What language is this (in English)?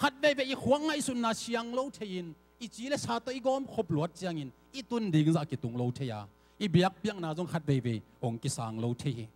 Tedim Chin